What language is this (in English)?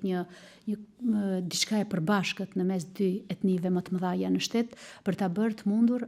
Albanian